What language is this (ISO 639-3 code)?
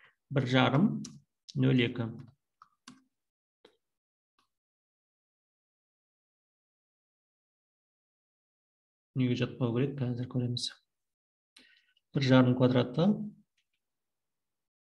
kaz